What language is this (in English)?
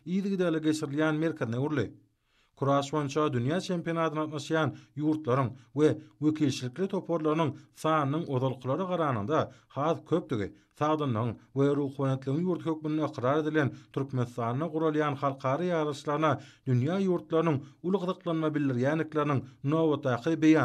Turkmen